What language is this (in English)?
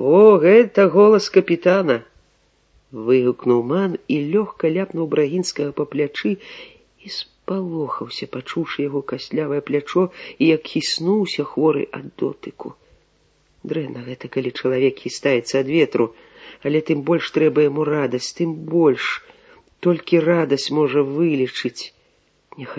Belarusian